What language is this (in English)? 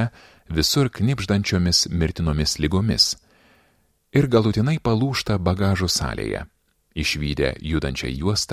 Lithuanian